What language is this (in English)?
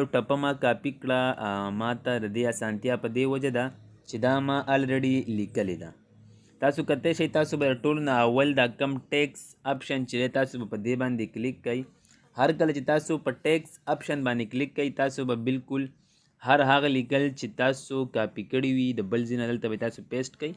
Pashto